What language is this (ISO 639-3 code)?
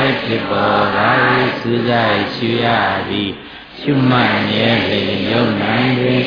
mya